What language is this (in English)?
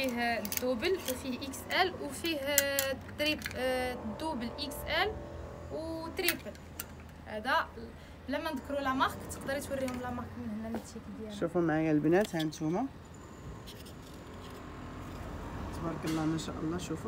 Moroccan Arabic